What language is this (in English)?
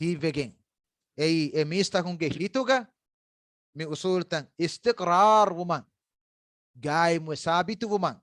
Divehi